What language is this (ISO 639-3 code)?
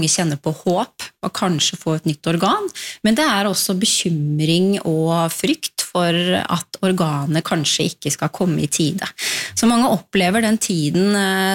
nor